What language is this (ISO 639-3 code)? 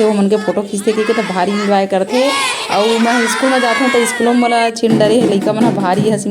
hne